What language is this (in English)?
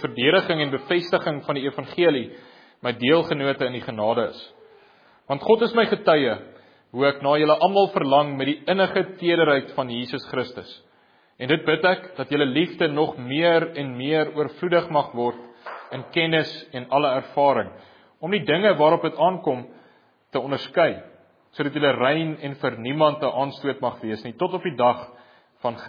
Afrikaans